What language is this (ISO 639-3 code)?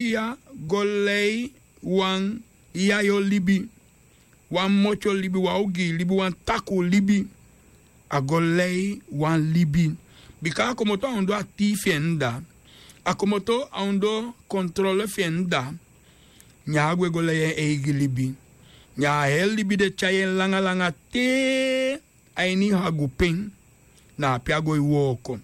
srn